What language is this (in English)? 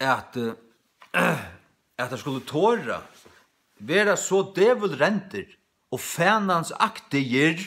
Faroese